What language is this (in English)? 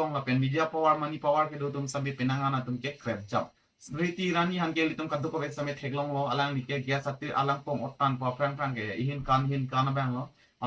Karbi